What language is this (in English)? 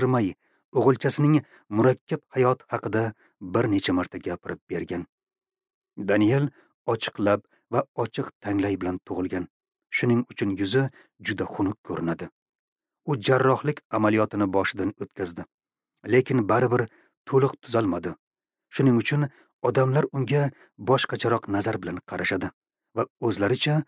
Uzbek